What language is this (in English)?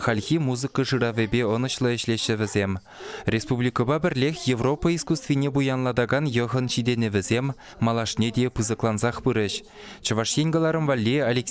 Chuvash